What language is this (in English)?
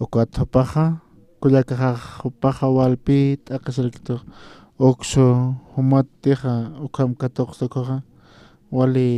Aymara